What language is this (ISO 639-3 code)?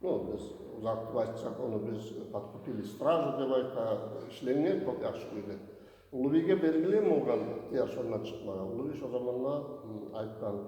kum